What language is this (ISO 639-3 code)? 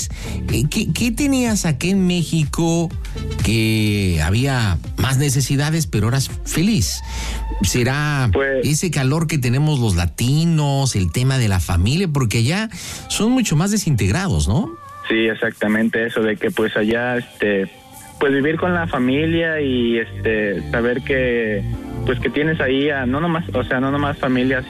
spa